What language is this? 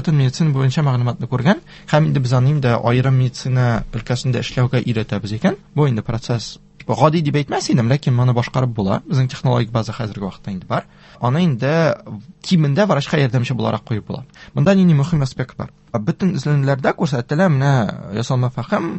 Tatar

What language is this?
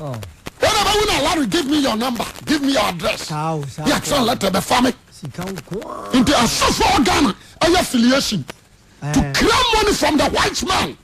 Akan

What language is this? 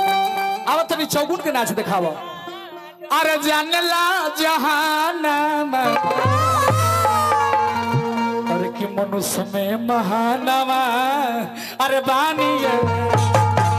Bhojpuri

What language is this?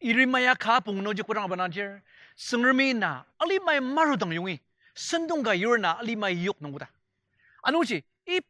Ao Naga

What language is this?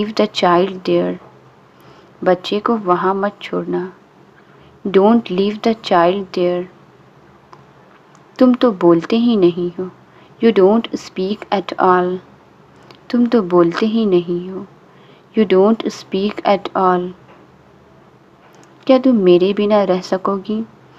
Hindi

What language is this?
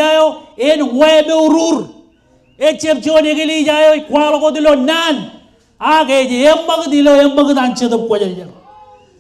Marshallese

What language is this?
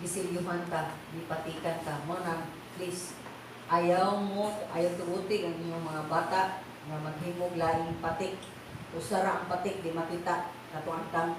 Cebuano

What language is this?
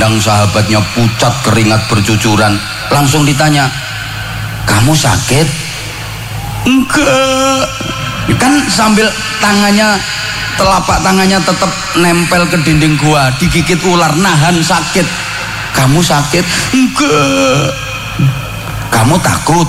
Indonesian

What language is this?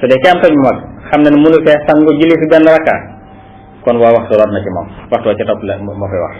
Wolof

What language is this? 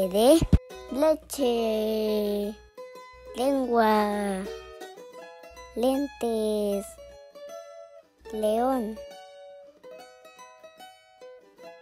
Spanish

